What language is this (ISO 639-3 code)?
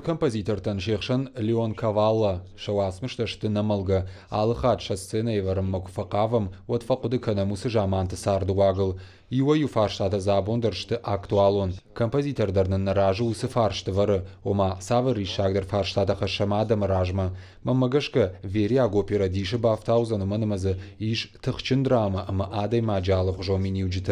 oss